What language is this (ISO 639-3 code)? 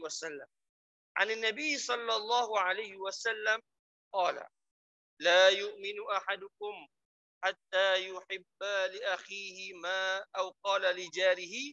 msa